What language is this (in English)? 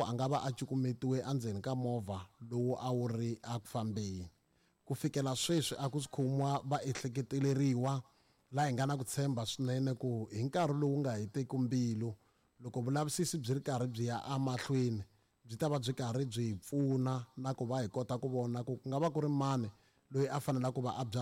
Tsonga